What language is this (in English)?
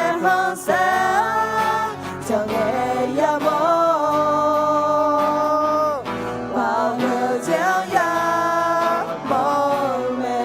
Akha